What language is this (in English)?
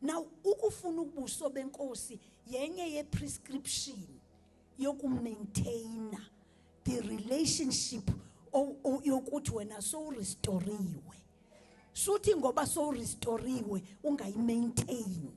Zulu